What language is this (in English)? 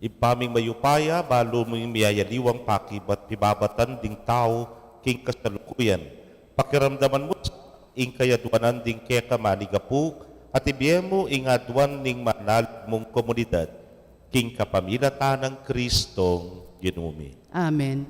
Pampanga